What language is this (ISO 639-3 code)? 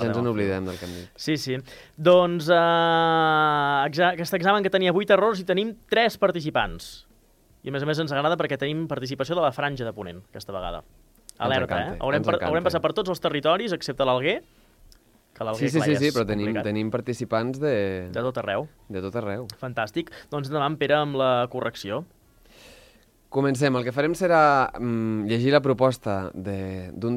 cat